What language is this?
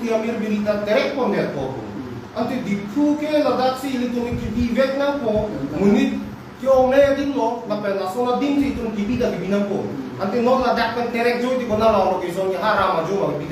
Karbi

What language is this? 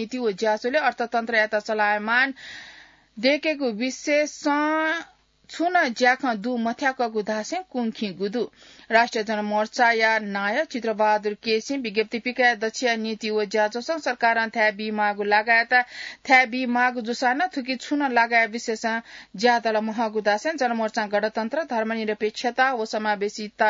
Newari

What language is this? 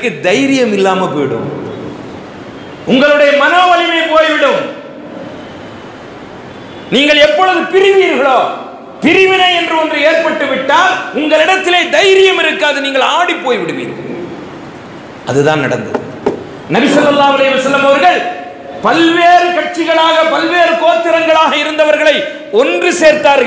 Tamil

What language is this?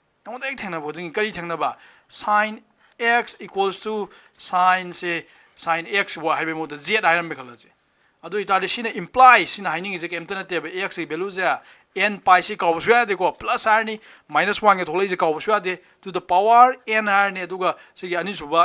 Manipuri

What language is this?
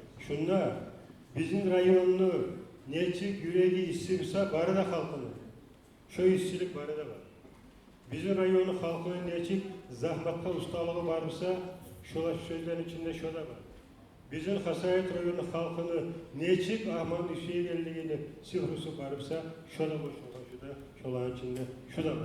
Kumyk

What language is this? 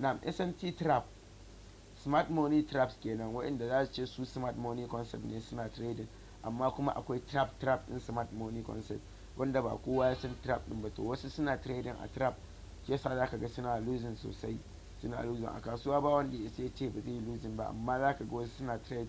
Hausa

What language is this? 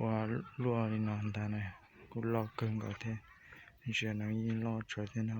Hmong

